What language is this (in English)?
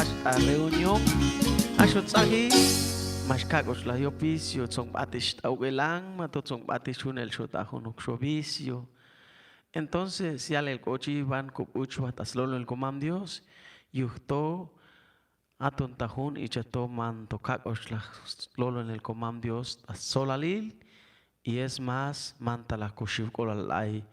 Chuj